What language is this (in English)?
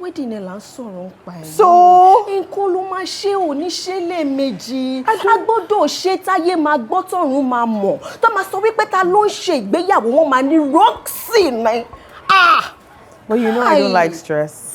Yoruba